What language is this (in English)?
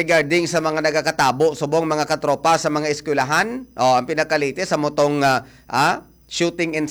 Hiligaynon